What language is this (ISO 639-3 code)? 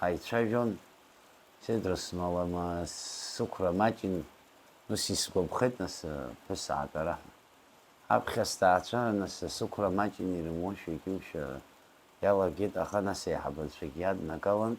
abk